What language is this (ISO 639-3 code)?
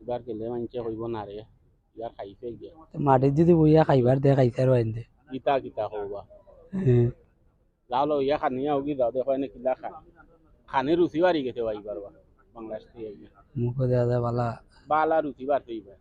syl